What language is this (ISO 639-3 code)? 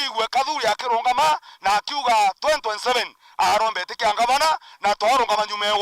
mer